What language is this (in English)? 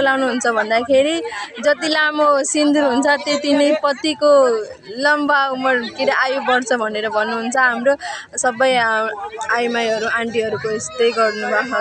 Nepali